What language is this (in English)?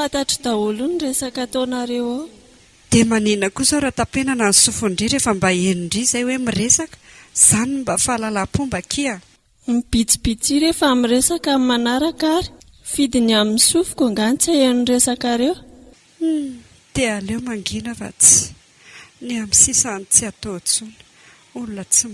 Malagasy